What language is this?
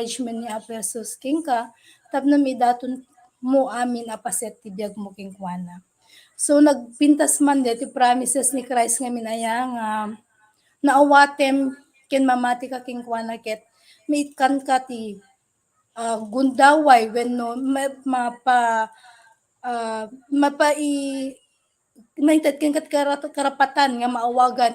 Iloko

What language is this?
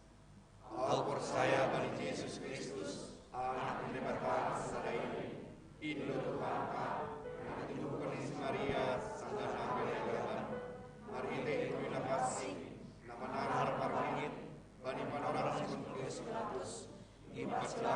Batak Simalungun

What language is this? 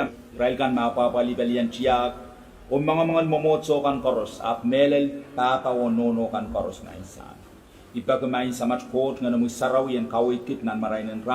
Pohnpeian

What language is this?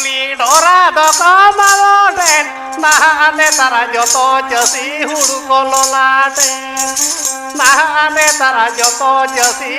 Santali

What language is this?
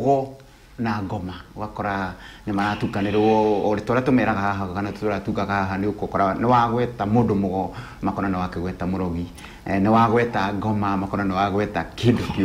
Kikuyu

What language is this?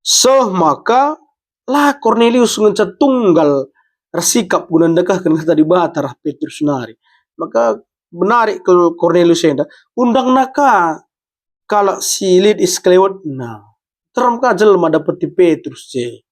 Batak Karo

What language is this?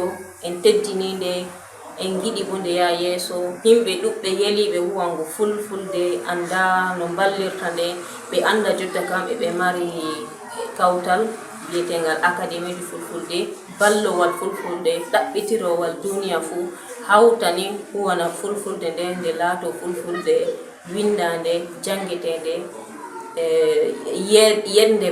Fula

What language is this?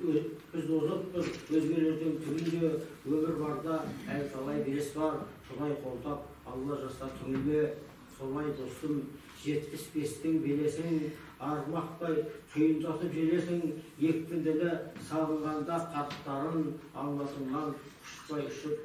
Kazakh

